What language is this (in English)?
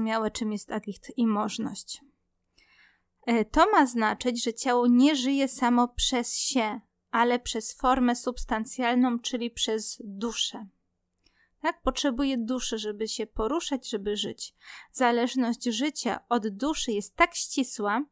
Polish